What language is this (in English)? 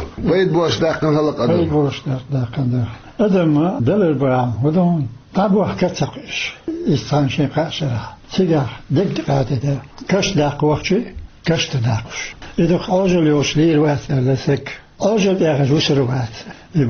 Chechen